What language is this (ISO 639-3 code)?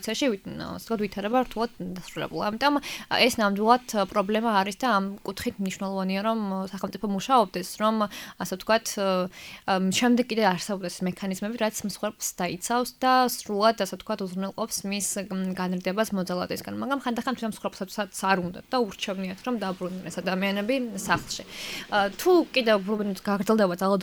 kat